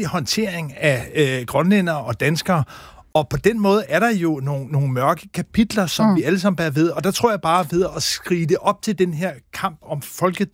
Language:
Danish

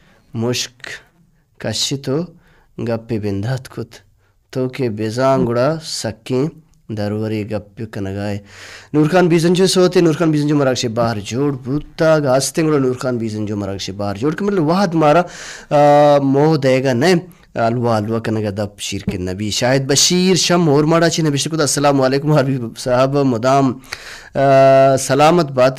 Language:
Baluchi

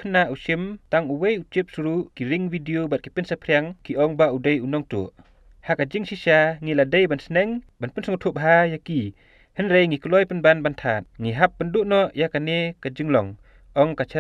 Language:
Khasi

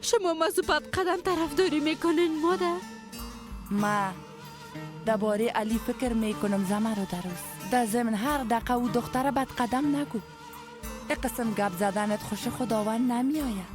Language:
Persian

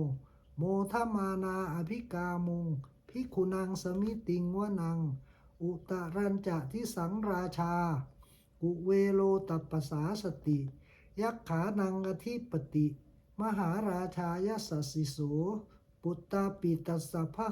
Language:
Pali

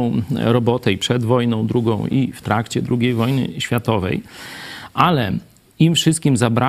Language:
Polish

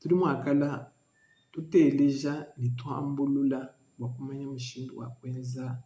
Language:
Luba-Lulua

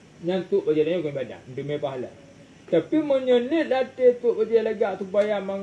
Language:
Achinese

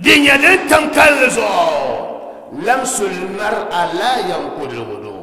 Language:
Dagbani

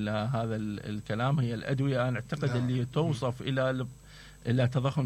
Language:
Mesopotamian Arabic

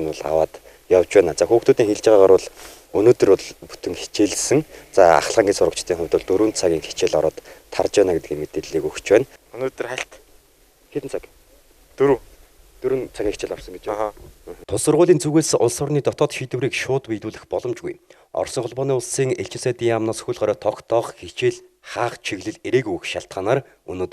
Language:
Mongolian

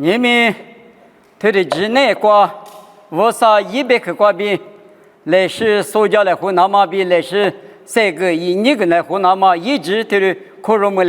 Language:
Lisu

